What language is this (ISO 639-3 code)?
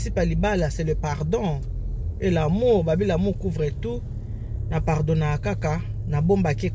lin